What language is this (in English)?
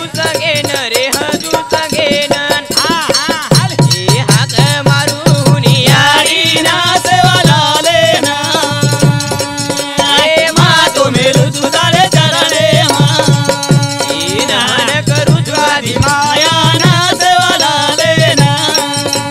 Lambadi